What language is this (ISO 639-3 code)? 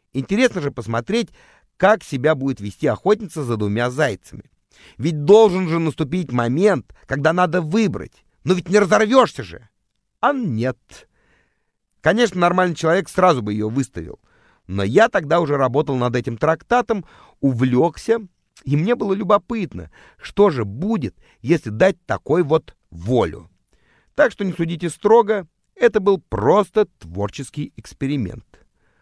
rus